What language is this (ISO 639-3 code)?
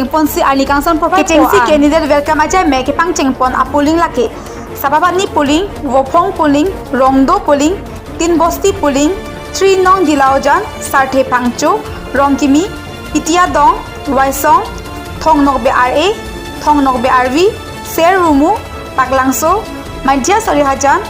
mjw